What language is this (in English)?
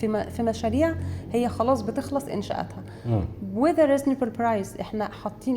Egyptian Arabic